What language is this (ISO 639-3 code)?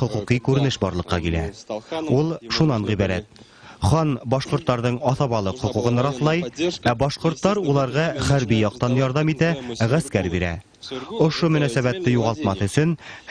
bak